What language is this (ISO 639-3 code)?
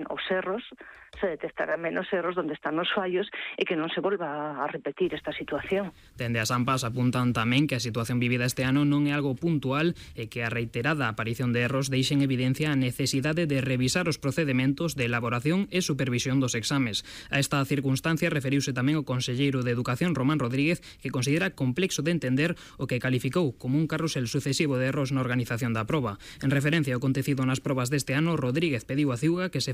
glg